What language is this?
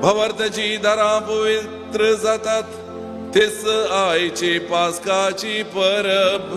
Konkani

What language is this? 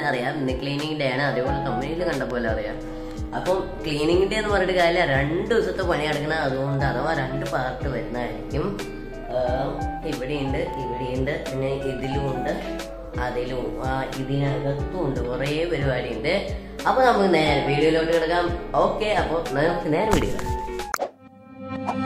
Malayalam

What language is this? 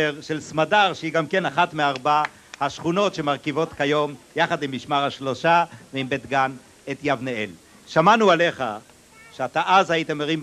Hebrew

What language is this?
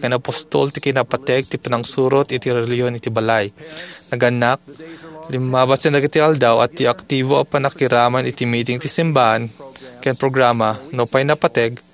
Iloko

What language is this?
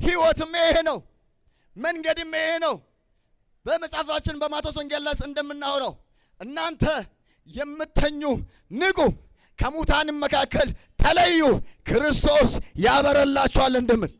Amharic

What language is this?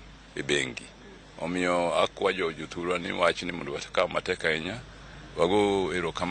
Luo (Kenya and Tanzania)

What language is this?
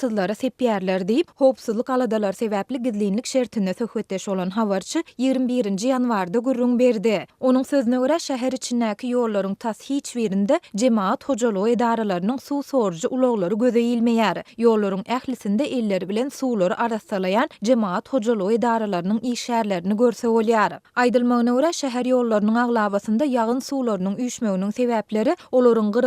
Turkmen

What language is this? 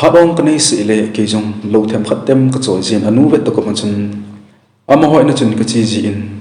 Thado Chin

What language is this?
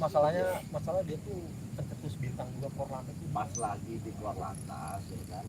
Betawi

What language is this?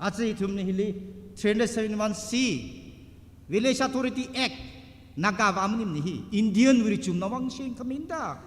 Tangkhul Naga (India)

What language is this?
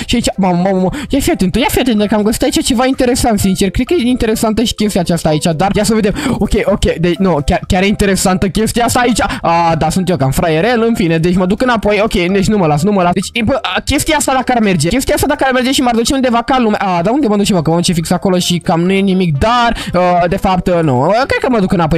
Romanian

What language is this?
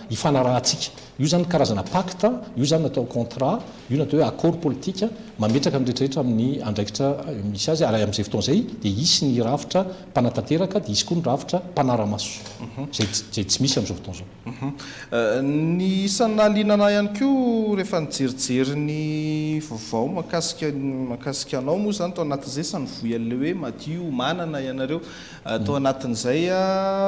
Malagasy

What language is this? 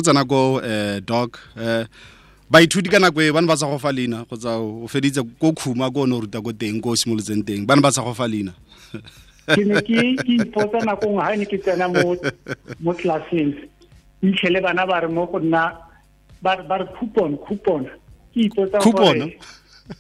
Tswana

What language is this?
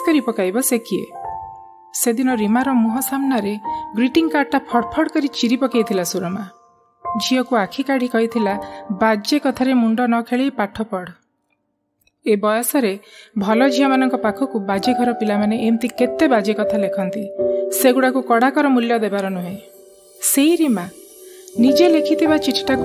Odia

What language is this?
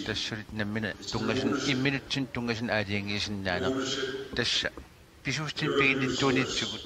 Kalaallisut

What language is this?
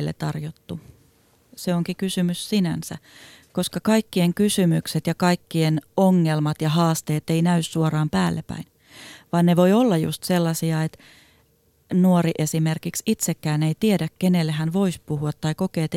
Finnish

